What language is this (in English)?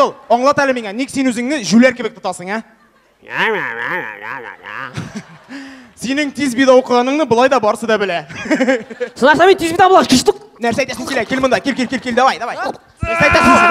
Tatar